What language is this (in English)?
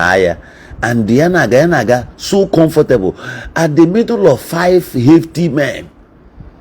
Igbo